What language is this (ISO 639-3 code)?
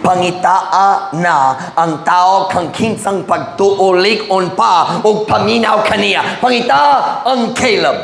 ceb